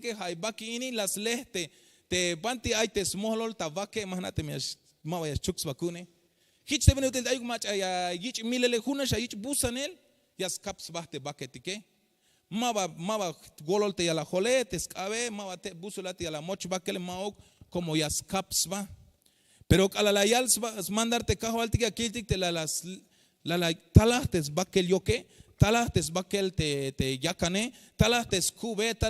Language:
Tzeltal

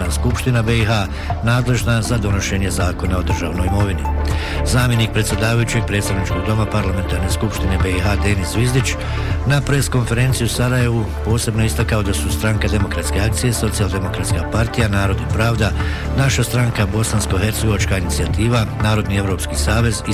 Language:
Bosnian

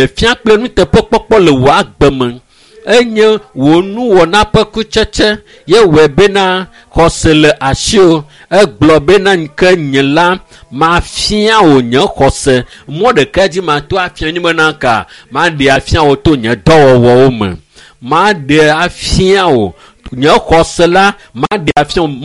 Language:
Ewe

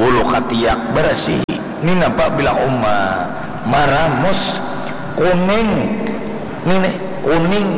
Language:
Banjar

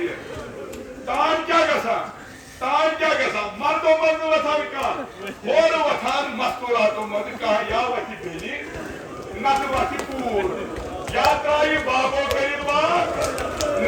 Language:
Kashmiri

